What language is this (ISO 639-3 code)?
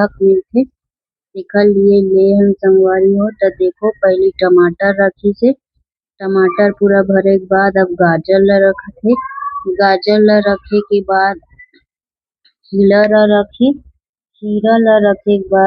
hne